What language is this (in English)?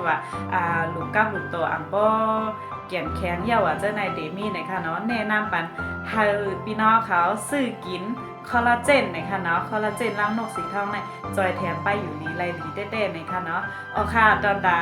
Shan